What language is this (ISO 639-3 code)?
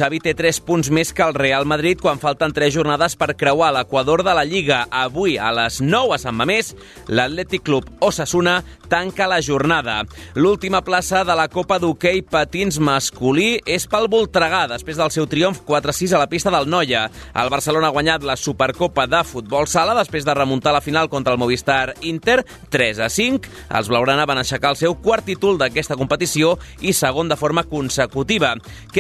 cat